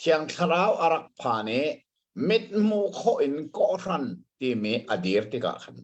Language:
Hakha Chin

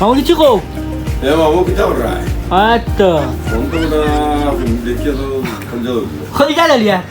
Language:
Sylheti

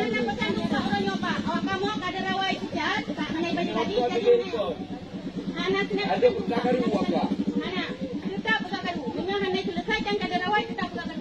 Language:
Achinese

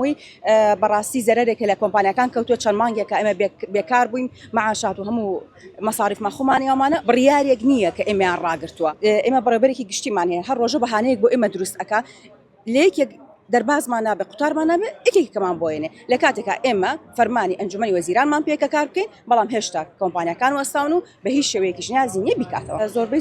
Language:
Central Kurdish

